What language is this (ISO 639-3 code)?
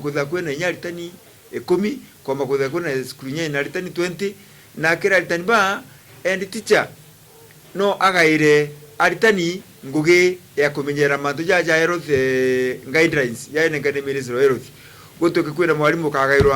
mer